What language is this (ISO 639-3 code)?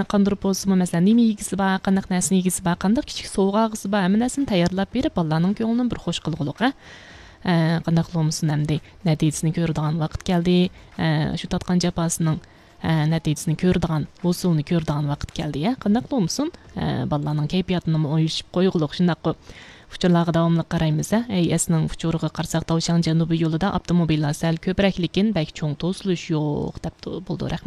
uig